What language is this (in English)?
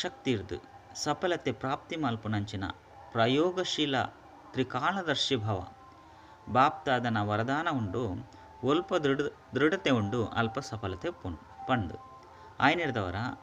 Tulu